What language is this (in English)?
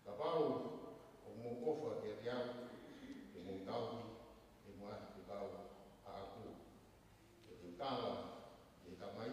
Tongan